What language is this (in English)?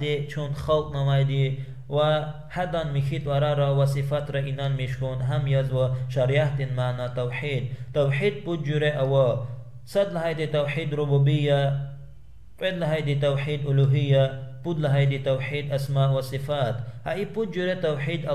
Lezghian